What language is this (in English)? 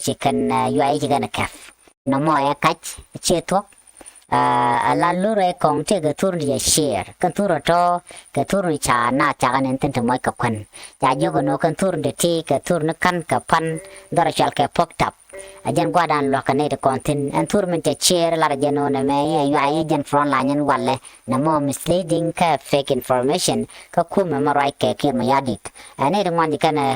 Nuer